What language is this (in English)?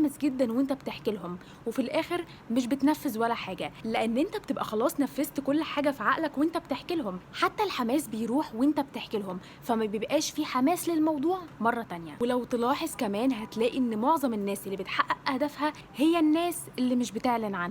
Egyptian Arabic